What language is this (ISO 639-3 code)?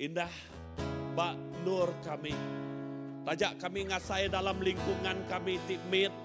iba